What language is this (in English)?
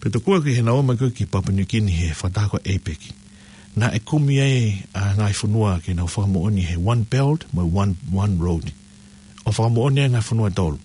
Tongan